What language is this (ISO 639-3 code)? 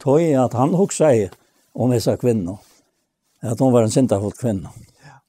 fao